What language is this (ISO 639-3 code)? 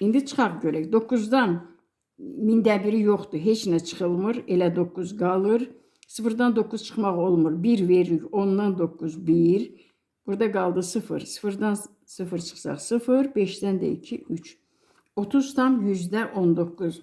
aze